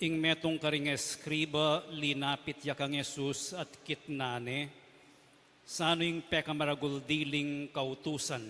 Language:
Pampanga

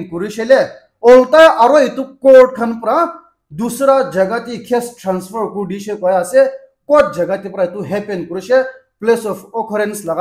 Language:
Naga Pidgin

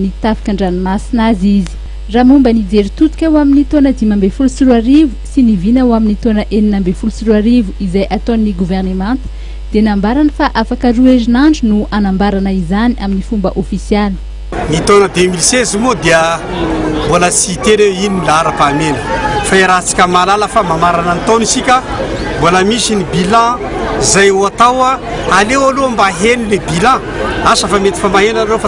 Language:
Malagasy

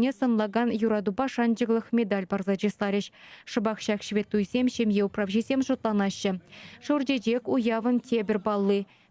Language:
Chuvash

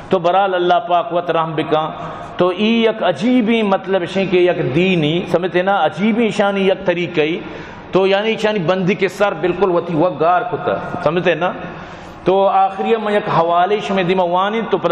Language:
Baluchi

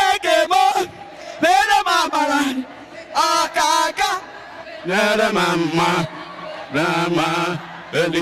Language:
Igbo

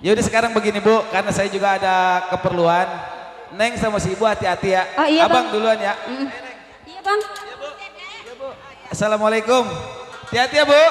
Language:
Betawi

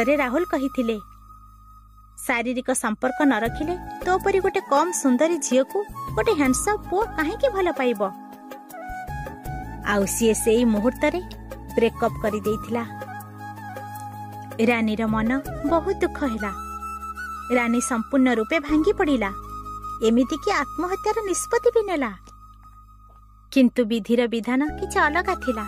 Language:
Odia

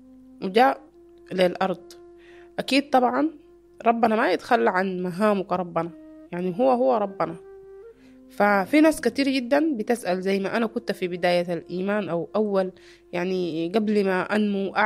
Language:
Sudanese Arabic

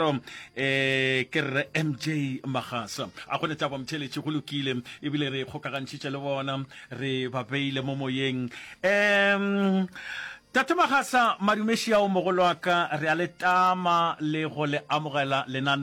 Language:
Northern Sotho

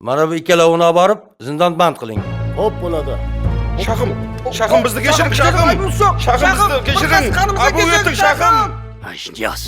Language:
Kara-Kalpak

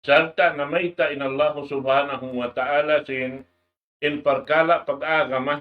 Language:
Tausug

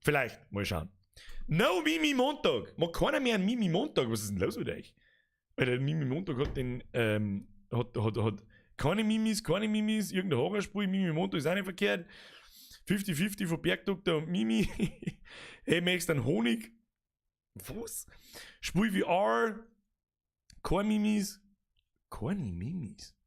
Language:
Bavarian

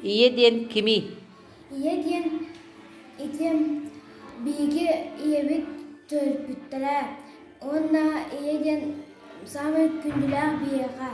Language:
Yakut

